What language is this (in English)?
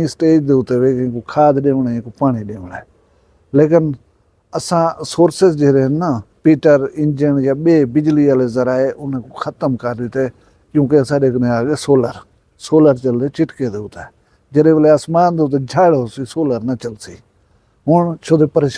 Saraiki